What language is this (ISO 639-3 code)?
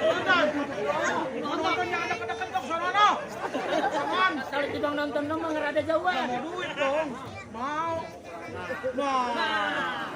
bew